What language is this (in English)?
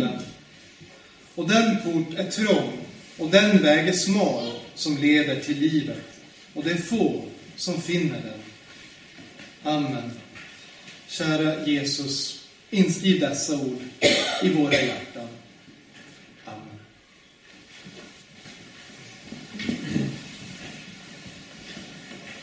Swedish